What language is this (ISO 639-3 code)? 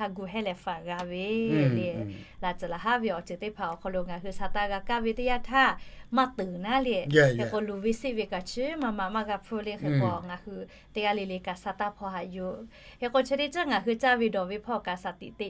lhu